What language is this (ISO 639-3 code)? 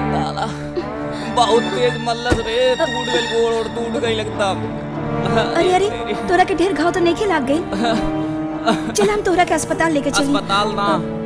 bho